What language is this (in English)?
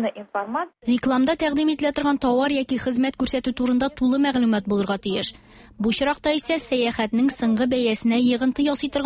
Tatar